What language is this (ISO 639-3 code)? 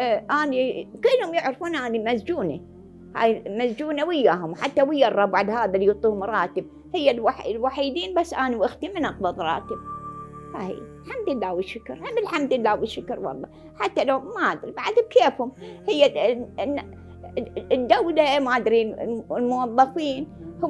acm